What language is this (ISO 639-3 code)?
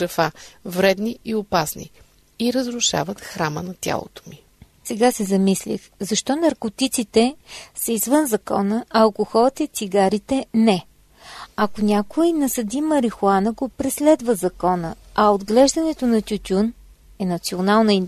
bul